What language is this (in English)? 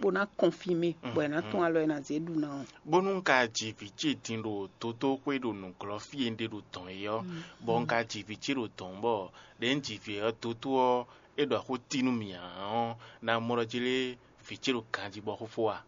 Fon